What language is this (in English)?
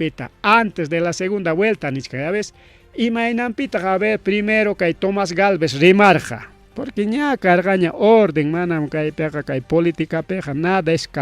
Ayacucho Quechua